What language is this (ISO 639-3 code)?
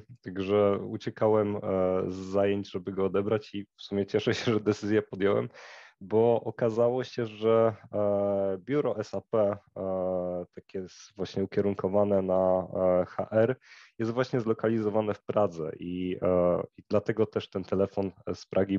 pol